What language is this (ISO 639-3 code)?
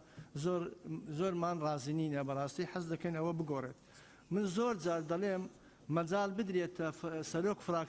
ckb